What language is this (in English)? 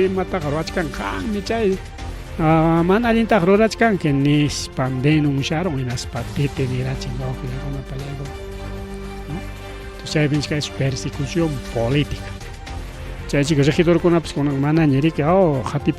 Ayacucho Quechua